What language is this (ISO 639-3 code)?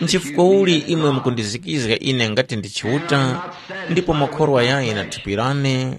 tum